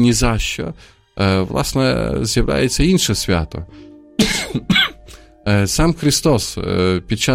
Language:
Ukrainian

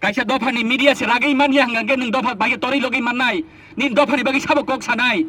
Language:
Kok Borok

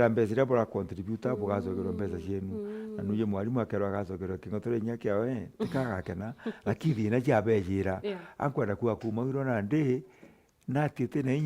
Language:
Meru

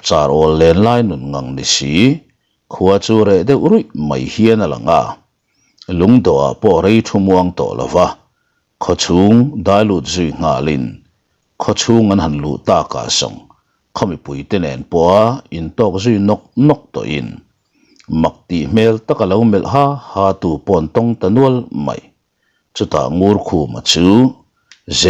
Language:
Mizo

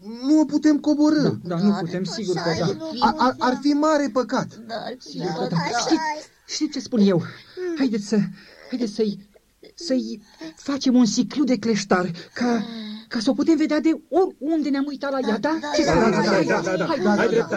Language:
Romanian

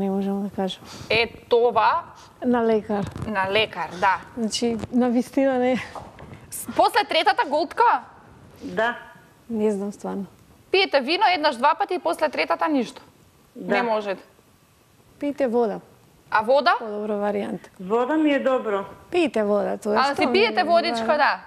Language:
Macedonian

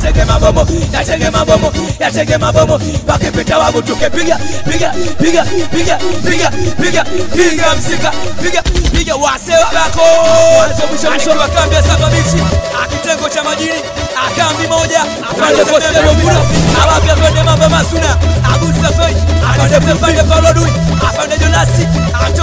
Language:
Swahili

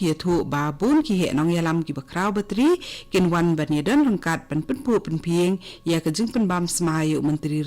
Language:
Khasi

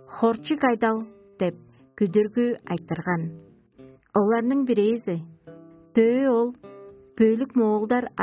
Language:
Tuvinian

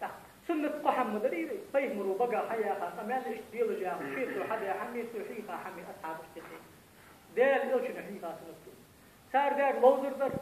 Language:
Ingush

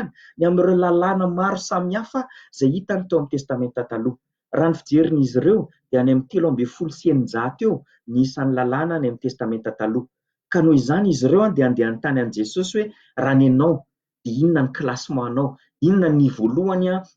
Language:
Malagasy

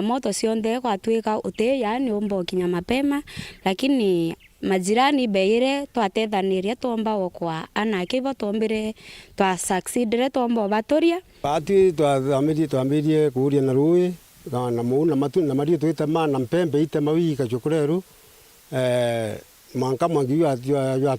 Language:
Meru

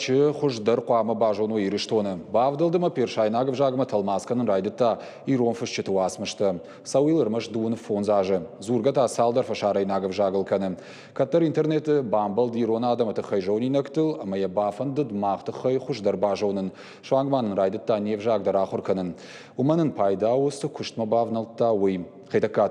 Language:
Ossetic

